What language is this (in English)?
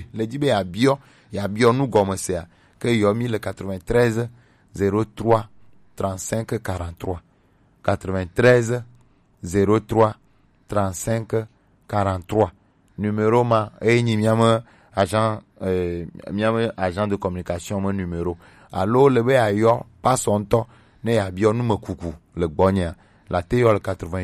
Gen